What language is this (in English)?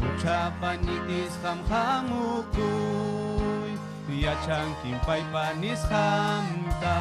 Ayacucho Quechua